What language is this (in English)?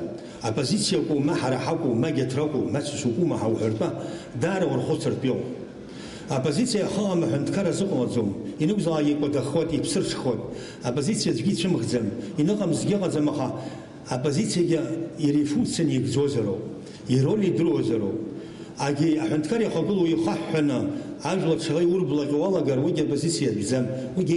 Abkhazian